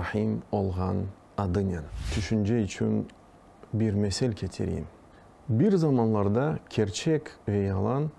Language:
Crimean Tatar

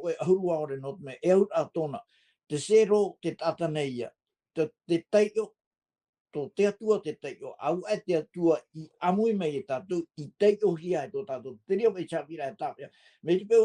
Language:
Tahitian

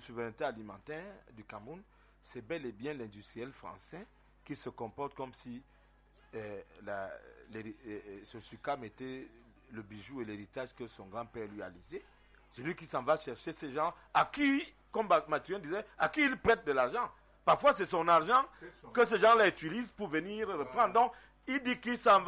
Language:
French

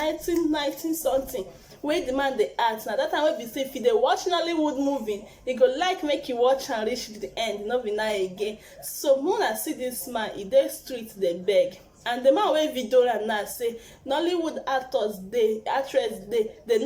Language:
Nigerian Pidgin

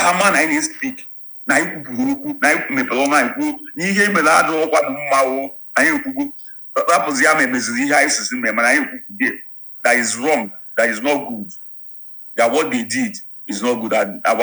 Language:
Igbo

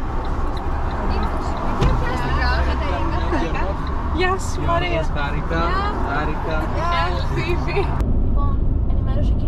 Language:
Greek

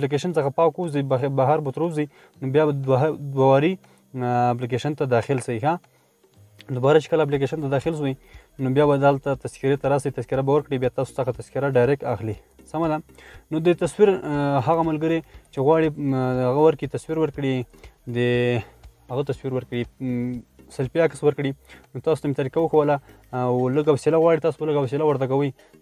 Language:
Pashto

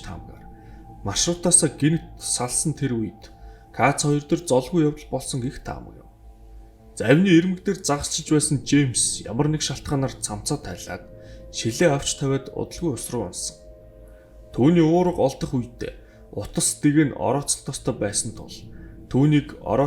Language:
Mongolian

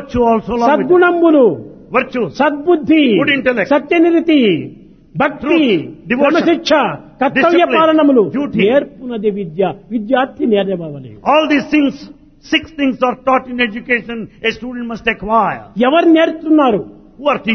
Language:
Telugu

